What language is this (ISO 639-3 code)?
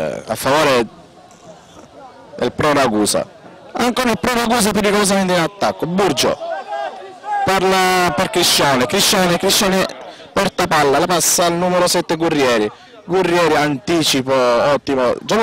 ita